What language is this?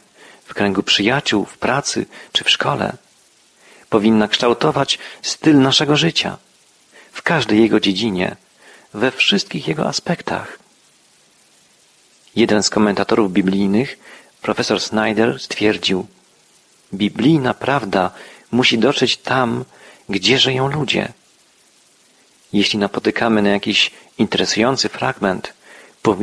Polish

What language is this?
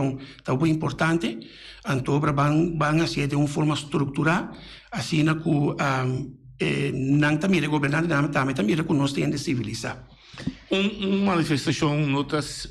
Papiamento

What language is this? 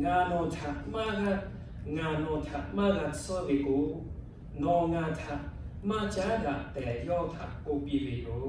Lahu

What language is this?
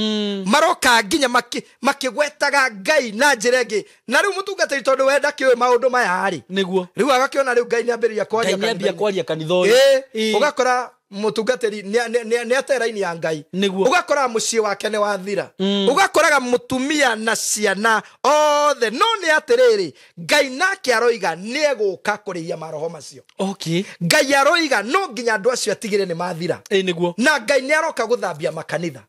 Kikuyu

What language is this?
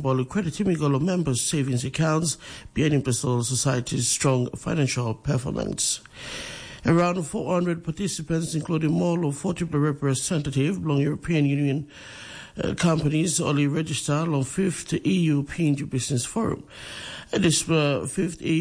Tok Pisin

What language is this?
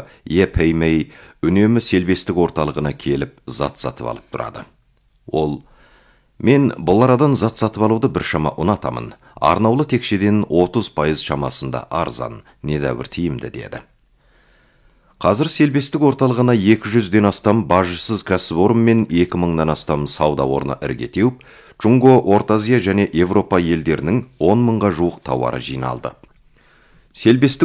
Kazakh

